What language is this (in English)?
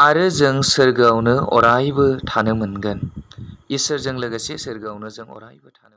Bodo